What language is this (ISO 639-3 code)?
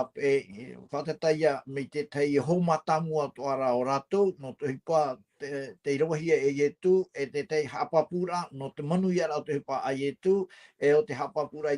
tah